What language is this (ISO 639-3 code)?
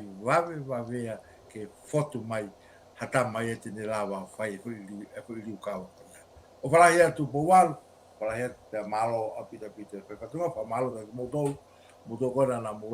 ton